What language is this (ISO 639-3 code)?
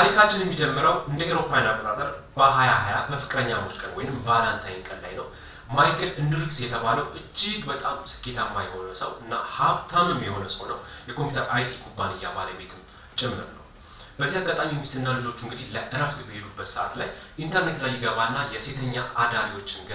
amh